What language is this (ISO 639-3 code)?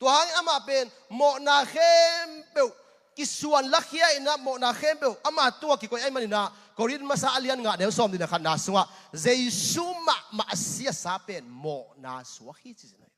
ctd